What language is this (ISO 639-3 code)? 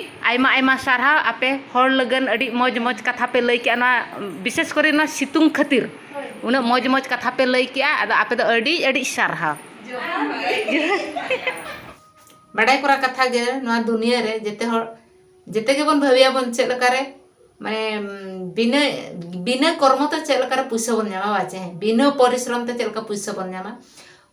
sat